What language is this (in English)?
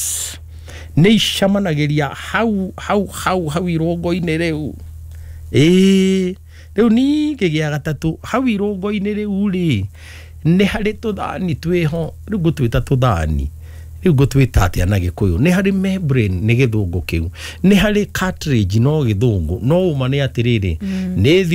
Kikuyu